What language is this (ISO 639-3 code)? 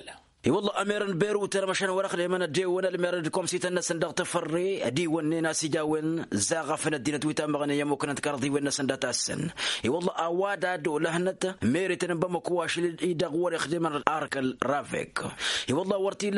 taq